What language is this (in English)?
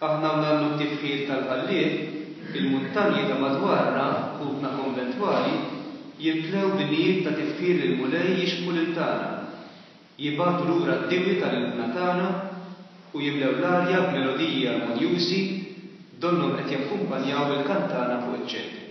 Maltese